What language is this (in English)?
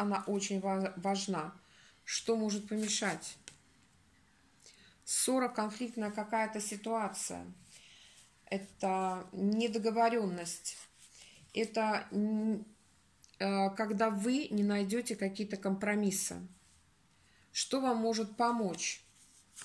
Russian